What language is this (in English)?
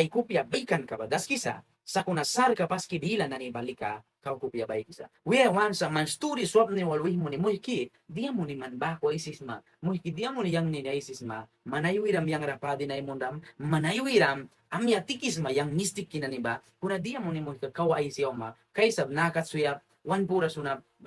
Mískito